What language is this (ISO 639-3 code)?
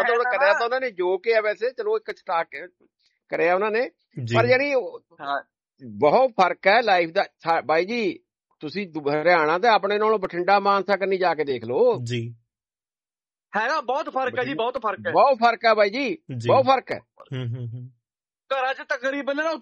pan